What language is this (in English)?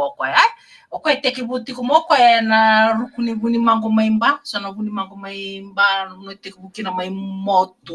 Fijian